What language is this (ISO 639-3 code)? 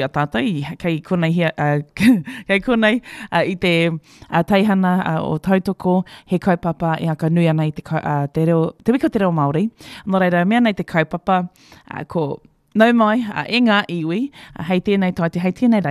mri